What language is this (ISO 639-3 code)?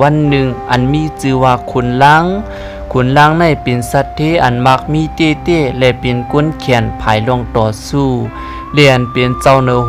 shn